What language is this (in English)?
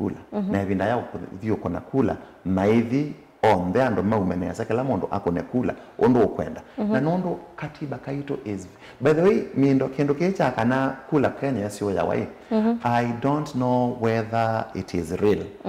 Kamba